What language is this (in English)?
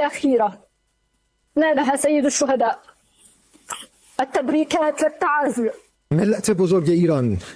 Persian